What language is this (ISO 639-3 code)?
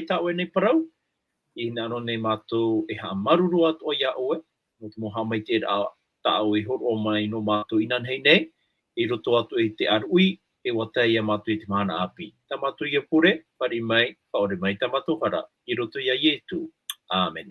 tah